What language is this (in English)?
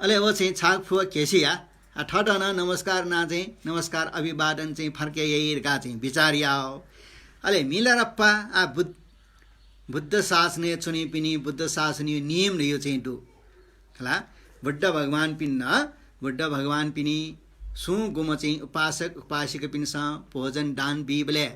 Newari